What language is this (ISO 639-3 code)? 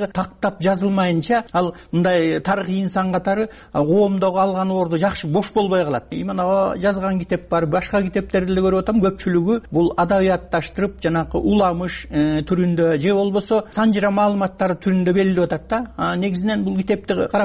kir